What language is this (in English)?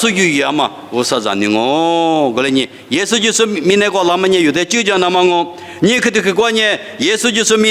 Lisu